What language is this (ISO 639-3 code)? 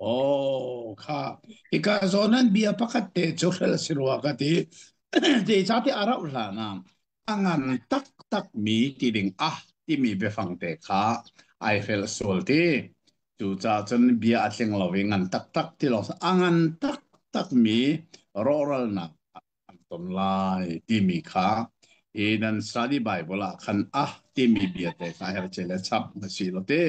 cnh